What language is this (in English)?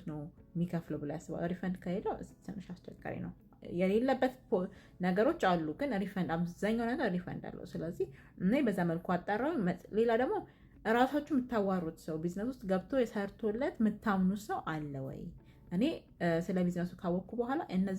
Amharic